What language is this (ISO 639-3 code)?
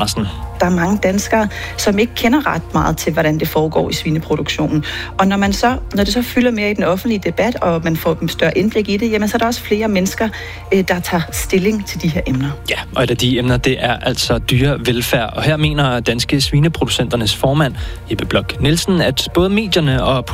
dan